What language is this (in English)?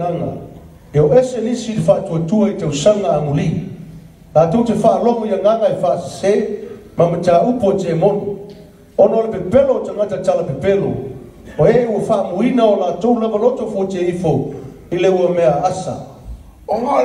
Samoan